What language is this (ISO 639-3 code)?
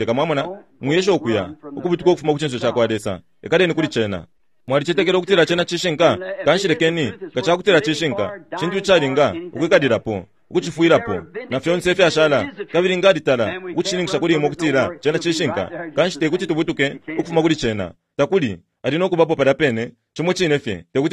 bem